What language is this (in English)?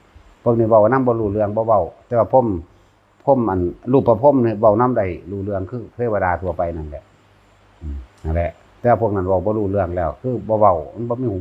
Northeastern Thai